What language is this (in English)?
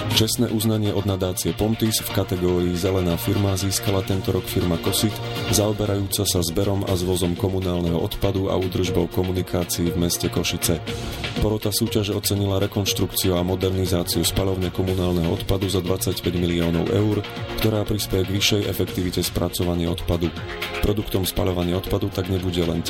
Slovak